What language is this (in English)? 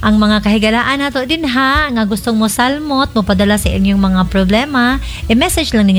Cebuano